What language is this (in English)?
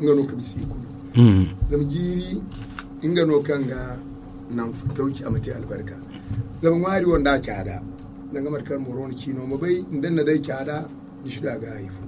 Zarma